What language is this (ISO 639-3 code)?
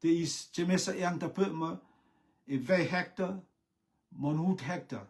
rtm